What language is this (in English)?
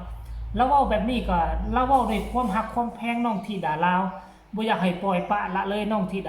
Lao